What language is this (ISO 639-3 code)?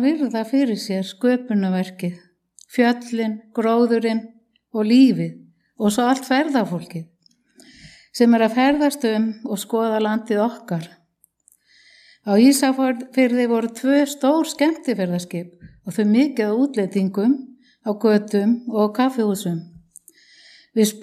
isl